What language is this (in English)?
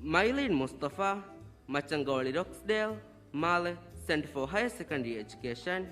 Divehi